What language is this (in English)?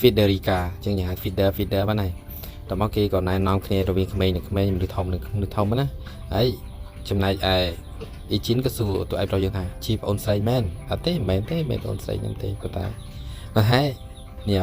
Khmer